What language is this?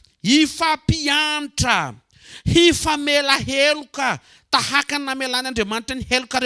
Malagasy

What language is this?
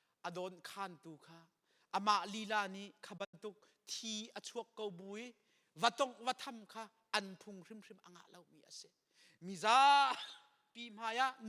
Hakha Chin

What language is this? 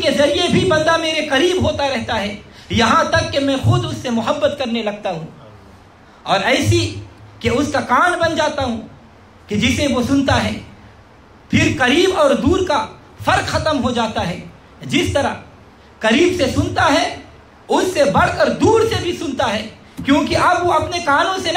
Urdu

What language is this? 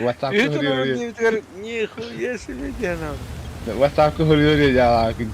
Yakut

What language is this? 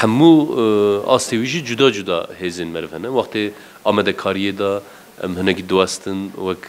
Kurdish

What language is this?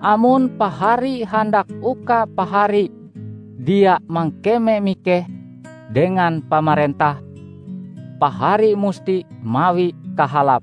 Ngaju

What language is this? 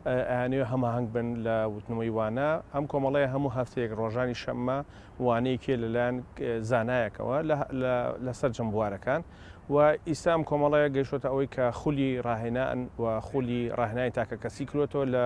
Central Kurdish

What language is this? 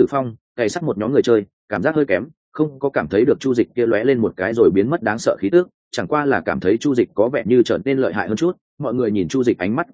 Vietnamese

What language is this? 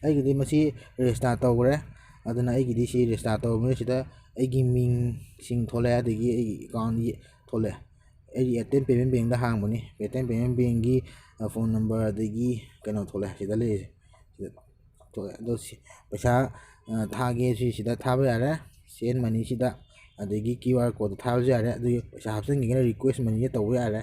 Manipuri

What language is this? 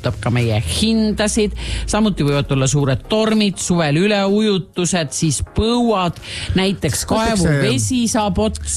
Estonian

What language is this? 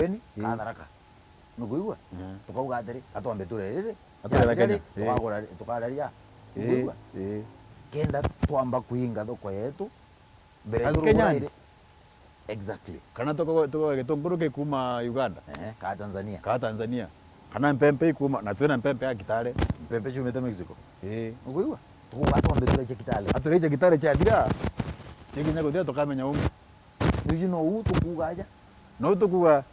Meru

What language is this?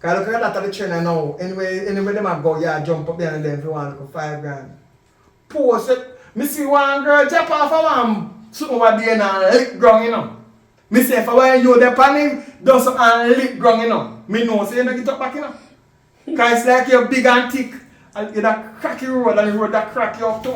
Jamaican Creole English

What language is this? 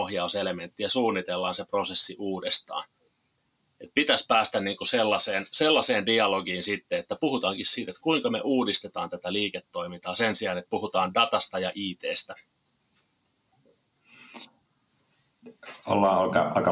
Finnish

